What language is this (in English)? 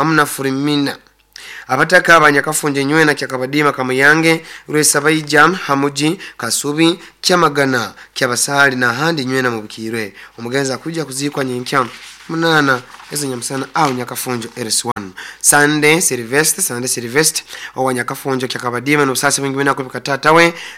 Nyoro